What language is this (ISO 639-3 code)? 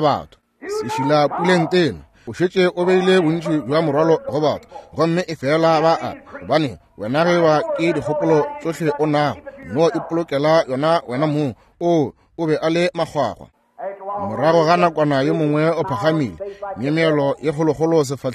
nso